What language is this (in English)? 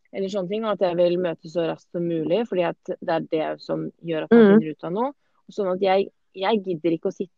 Norwegian